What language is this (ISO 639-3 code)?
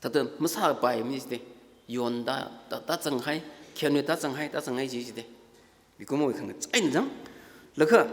nmf